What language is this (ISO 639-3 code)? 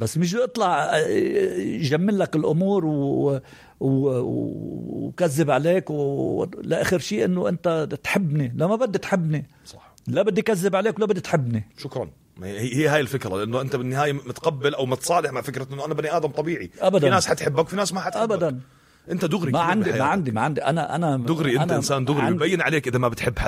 apc